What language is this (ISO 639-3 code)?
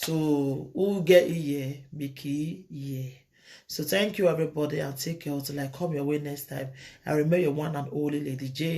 pcm